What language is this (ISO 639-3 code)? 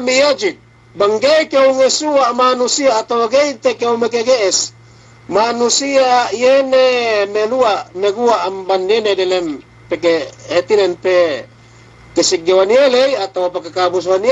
yka